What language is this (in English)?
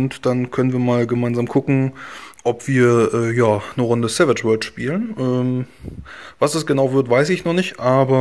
German